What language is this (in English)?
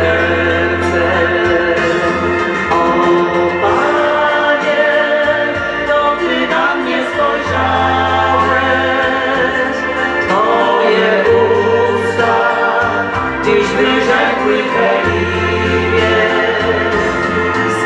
Polish